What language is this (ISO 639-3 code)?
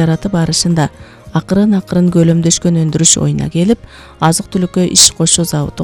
kir